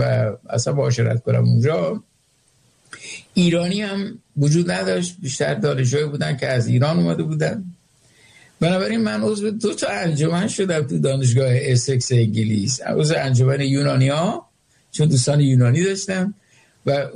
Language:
Persian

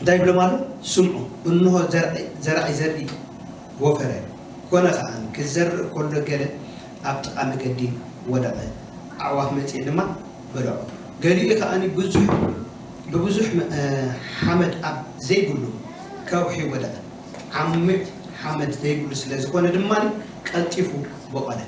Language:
Tigrinya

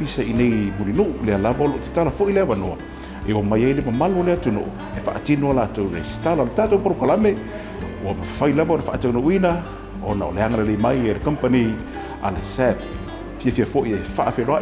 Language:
Samoan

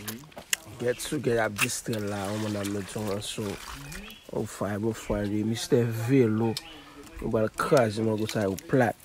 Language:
Haitian Creole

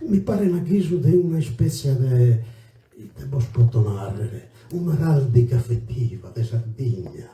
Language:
Sardinian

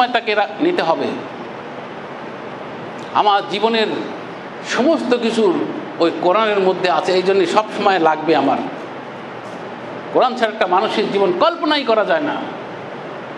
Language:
Bangla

